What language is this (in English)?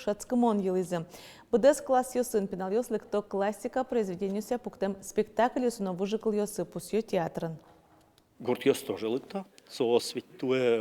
Udmurt